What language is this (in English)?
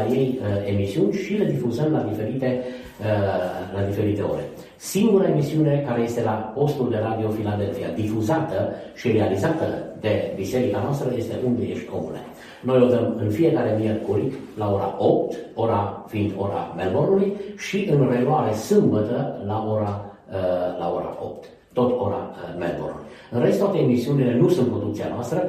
Romanian